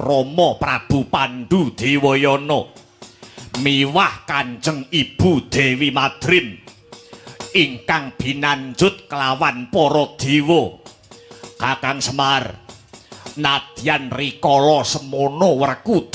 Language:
Javanese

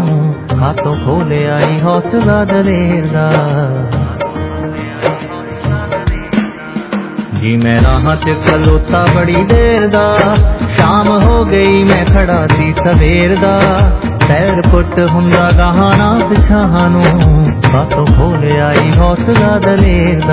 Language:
Punjabi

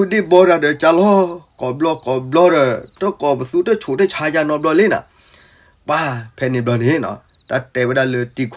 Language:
S'gaw Karen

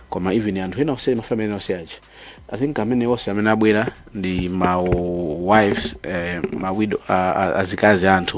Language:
Nyanja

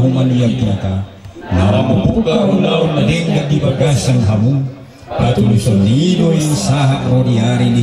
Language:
Batak Toba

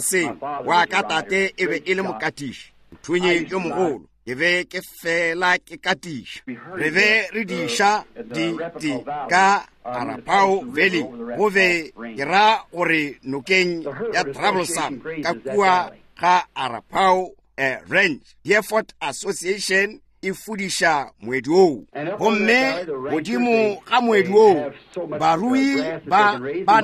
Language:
Northern Sotho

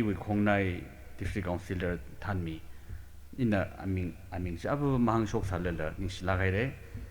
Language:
Tangkhul Naga (India)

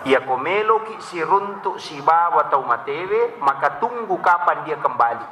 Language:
Buginese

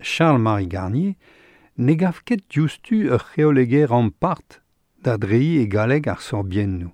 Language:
Breton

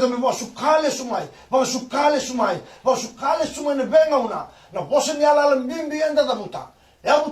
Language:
Fijian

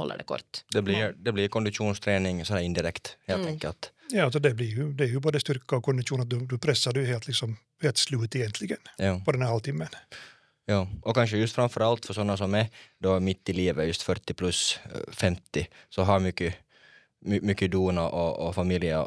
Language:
Swedish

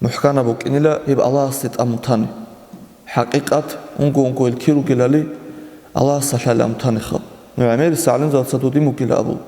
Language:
Avaric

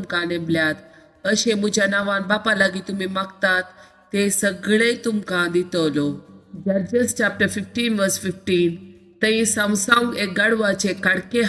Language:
Konkani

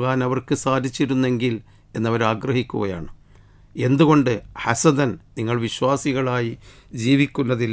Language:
Malayalam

